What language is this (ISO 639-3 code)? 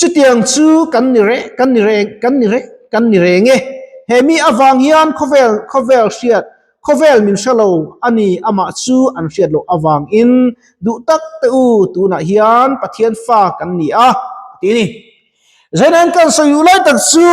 lus